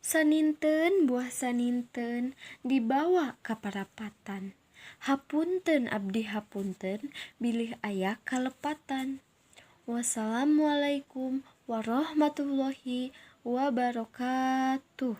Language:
Sundanese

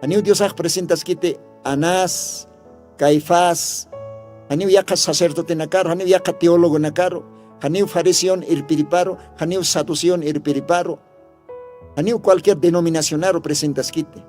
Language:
Aymara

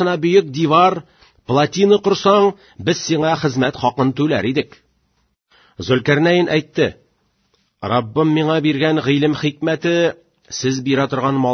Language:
Tatar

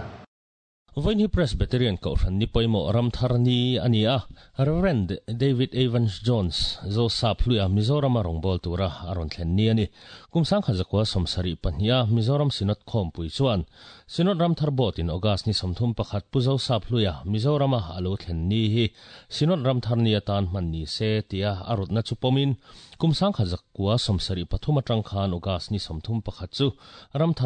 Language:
Mizo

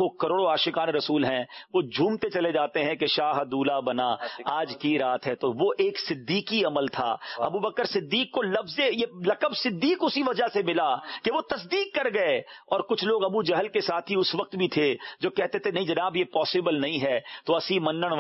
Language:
Urdu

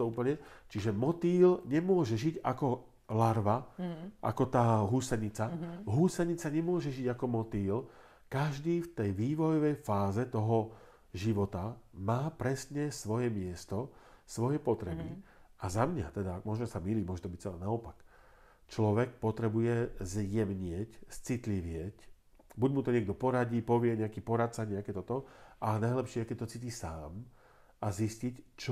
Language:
Slovak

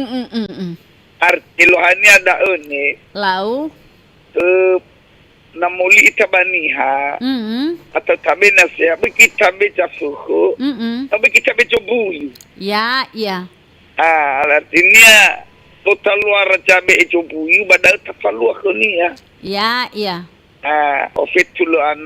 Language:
Nias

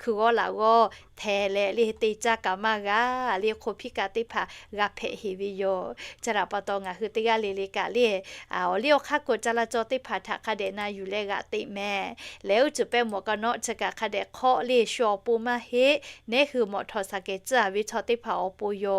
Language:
Lahu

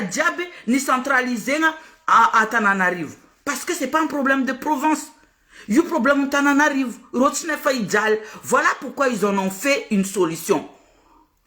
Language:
Malagasy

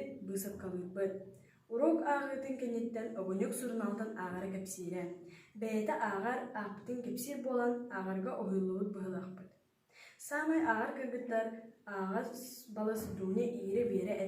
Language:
Yakut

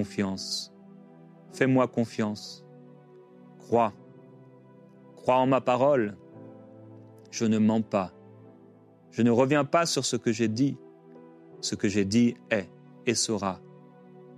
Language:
French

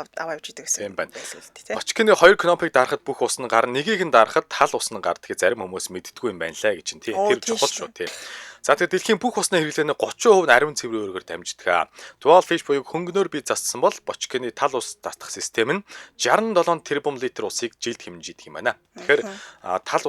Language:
Mongolian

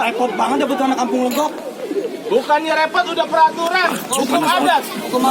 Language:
Betawi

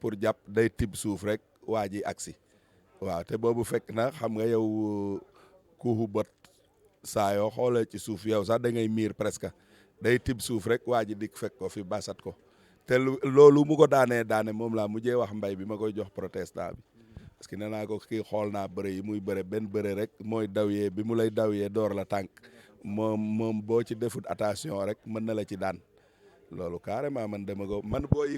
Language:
Wolof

